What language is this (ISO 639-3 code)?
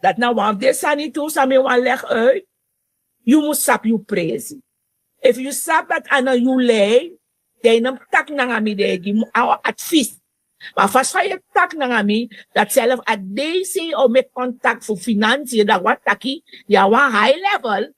srn